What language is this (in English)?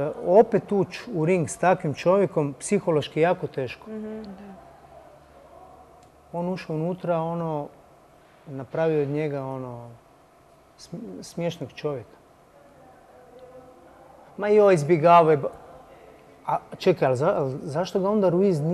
Croatian